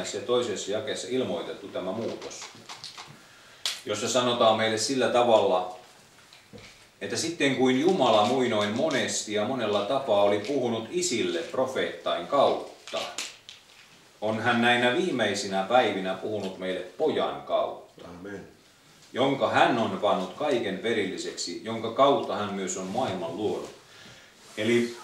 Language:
Finnish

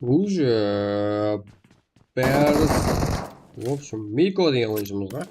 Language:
Kara-Kalpak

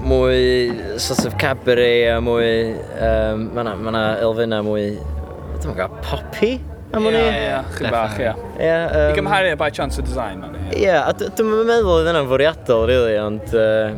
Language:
Welsh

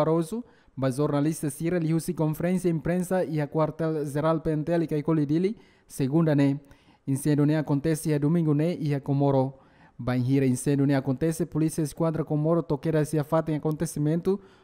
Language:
Tetum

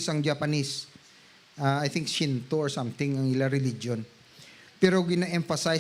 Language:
Hiligaynon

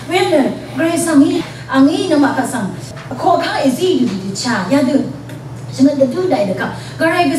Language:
Rawang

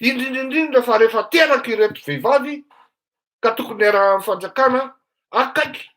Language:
Malagasy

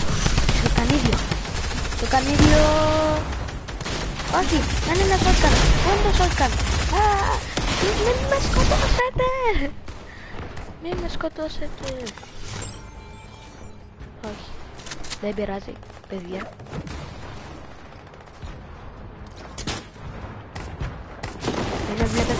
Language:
Greek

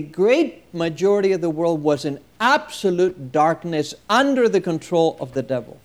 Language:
Latvian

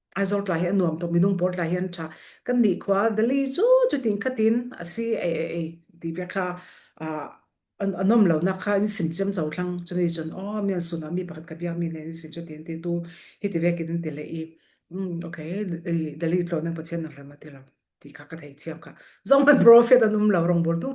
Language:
Falam Chin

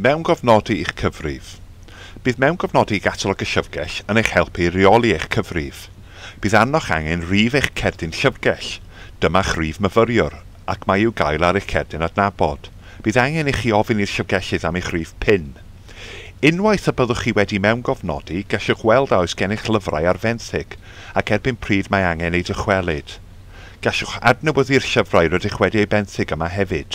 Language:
Welsh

